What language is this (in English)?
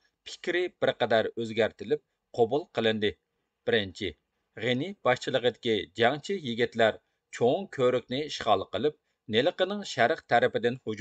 Uyghur